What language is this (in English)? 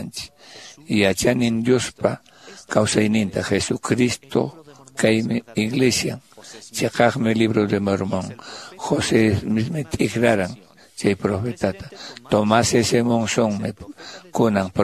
Quechua